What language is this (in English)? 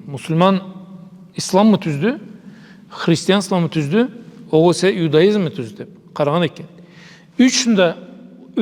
Karachay-Balkar